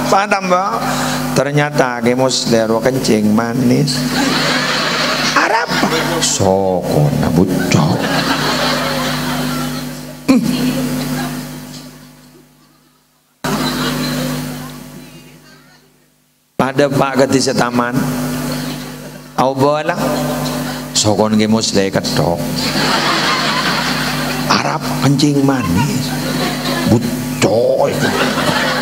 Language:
Madurese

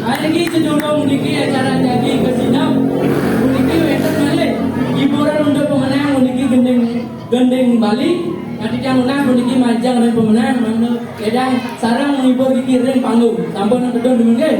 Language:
Balinese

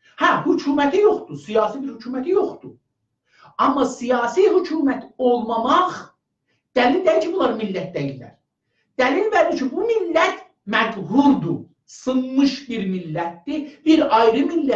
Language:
South Azerbaijani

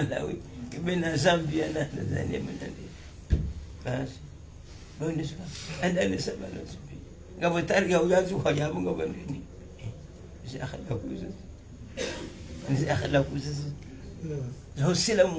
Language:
Swahili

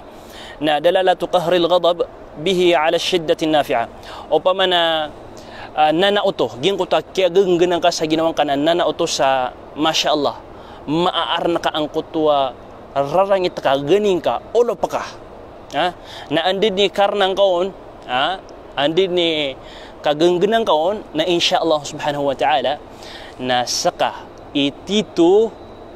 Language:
Maranao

